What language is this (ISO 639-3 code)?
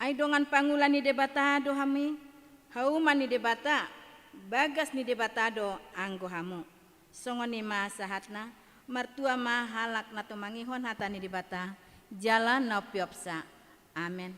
bbc